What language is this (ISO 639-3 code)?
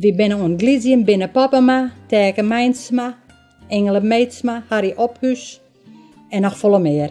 fry